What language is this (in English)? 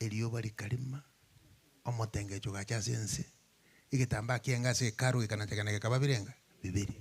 Gusii